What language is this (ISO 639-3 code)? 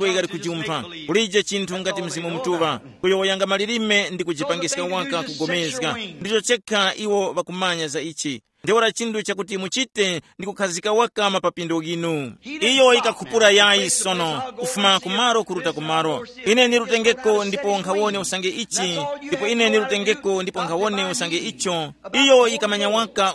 tum